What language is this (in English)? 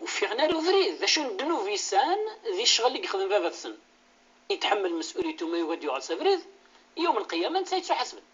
Kabyle